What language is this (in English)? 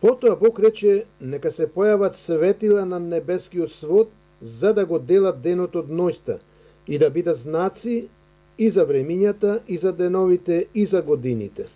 Macedonian